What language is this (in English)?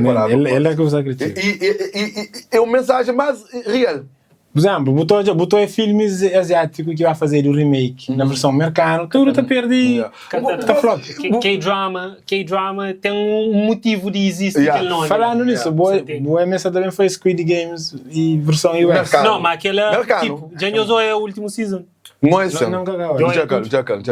Kabuverdianu